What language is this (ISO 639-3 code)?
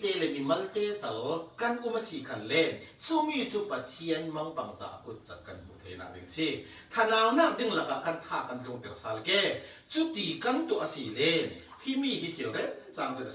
cfm